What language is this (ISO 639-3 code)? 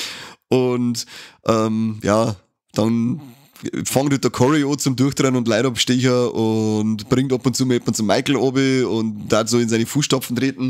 bar